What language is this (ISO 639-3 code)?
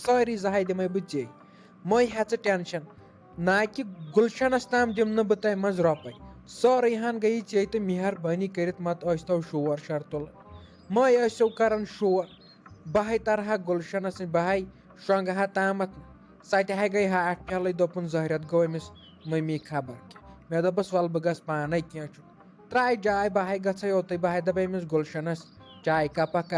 kas